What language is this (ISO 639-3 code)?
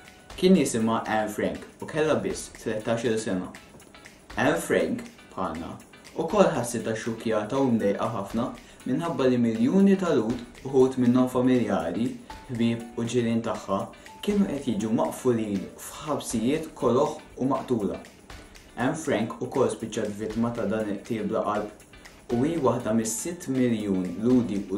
mlt